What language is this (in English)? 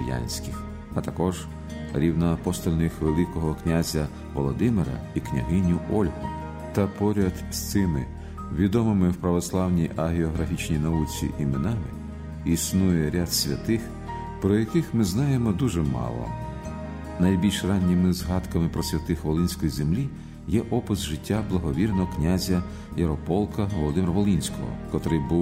Ukrainian